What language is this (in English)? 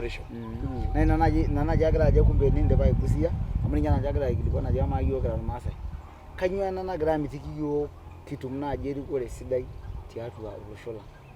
Masai